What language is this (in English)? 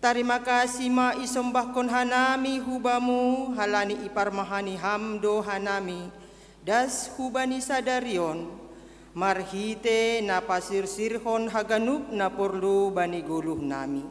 Batak Simalungun